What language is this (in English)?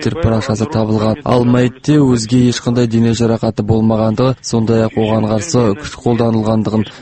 Kazakh